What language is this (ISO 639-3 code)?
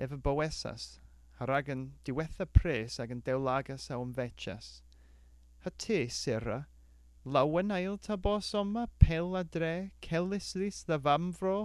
cor